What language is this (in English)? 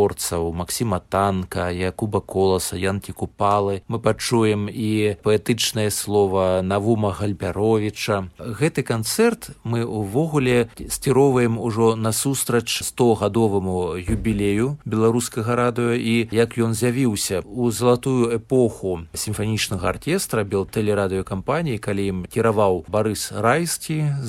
Belarusian